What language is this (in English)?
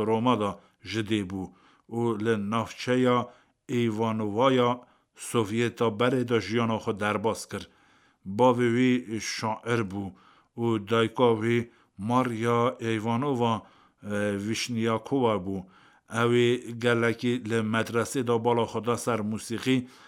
Kurdish